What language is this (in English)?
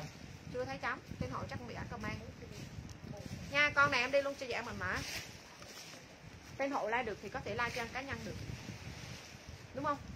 Vietnamese